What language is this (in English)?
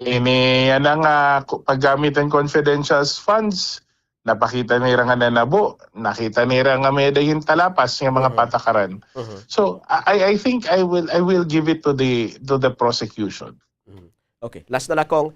Waray